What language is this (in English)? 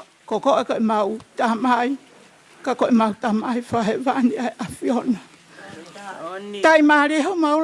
Tongan